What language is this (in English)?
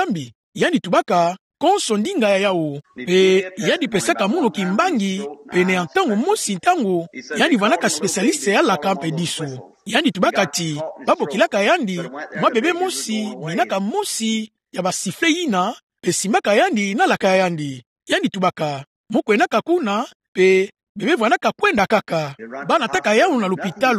Kituba (Democratic Republic of Congo)